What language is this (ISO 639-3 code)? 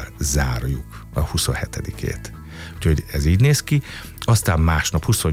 hun